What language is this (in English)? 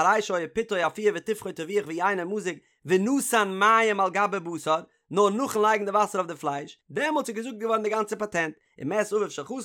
Yiddish